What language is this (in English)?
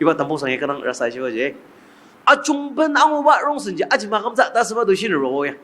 Ao Naga